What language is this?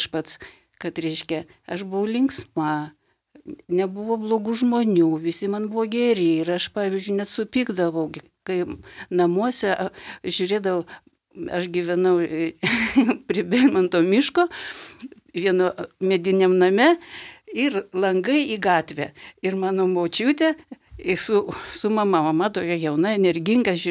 Lithuanian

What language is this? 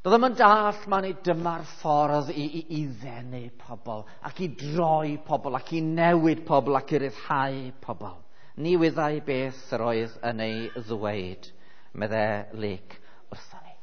Welsh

